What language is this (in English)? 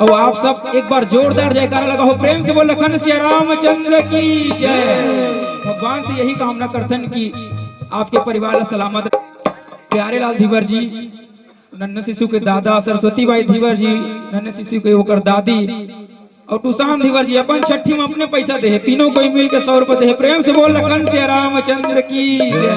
Chhattisgarhi